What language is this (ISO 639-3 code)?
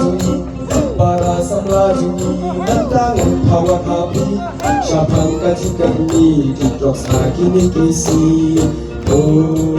kha